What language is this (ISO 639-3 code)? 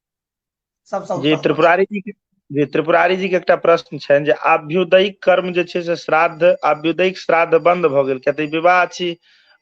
mai